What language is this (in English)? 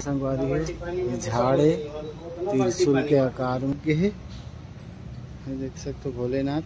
Chhattisgarhi